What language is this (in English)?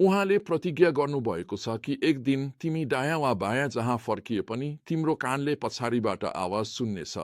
Nepali